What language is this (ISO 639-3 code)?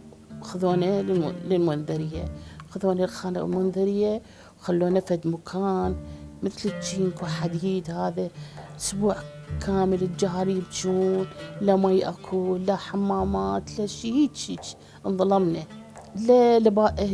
acm